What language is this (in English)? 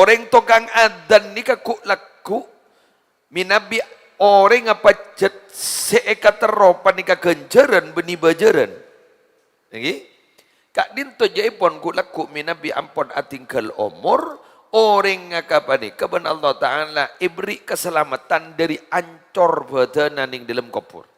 Madurese